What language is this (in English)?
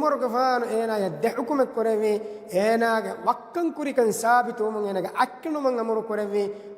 Divehi